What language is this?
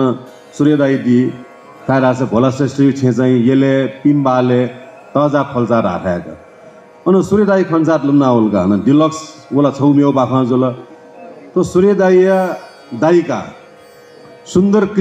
Newari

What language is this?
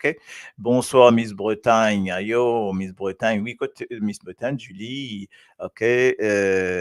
Morisyen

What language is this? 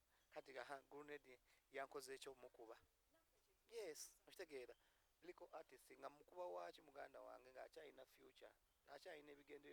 Ganda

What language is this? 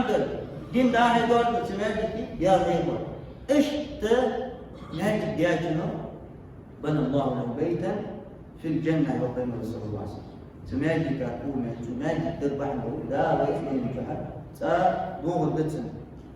Ingush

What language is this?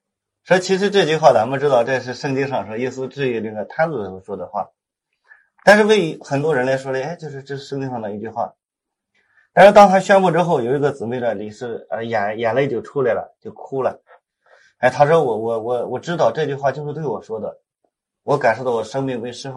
Chinese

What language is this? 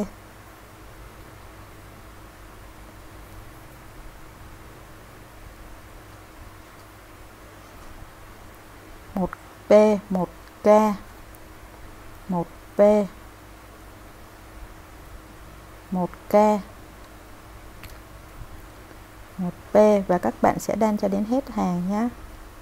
Vietnamese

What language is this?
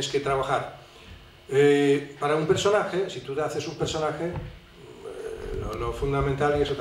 Spanish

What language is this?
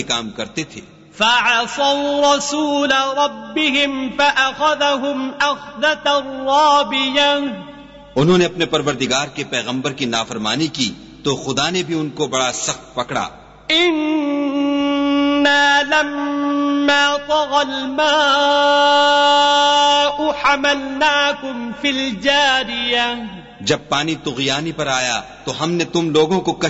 Urdu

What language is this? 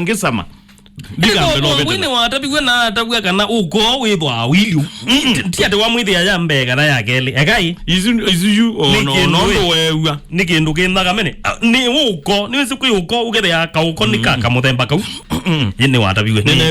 Kamba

